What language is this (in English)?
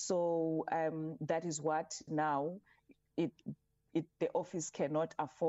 English